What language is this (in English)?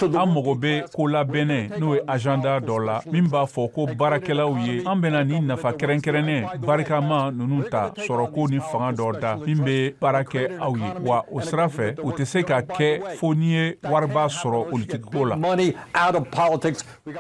Bambara